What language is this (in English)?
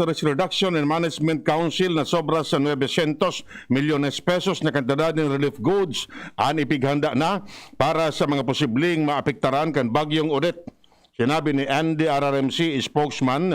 Bikol